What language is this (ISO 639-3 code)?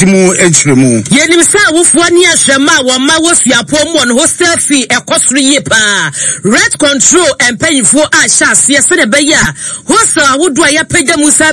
aka